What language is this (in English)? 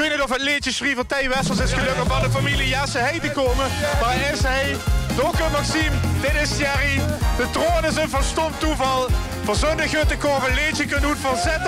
Limburgish